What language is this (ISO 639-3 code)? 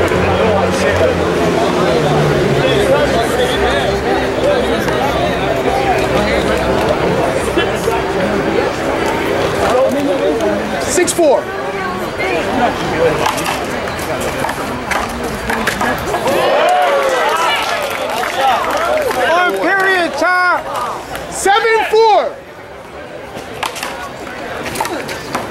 eng